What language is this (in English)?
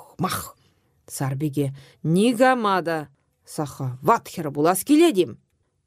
Chuvash